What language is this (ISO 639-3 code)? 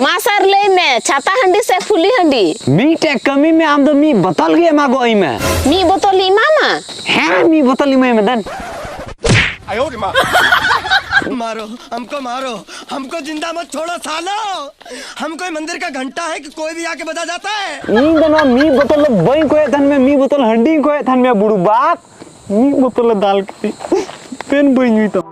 sat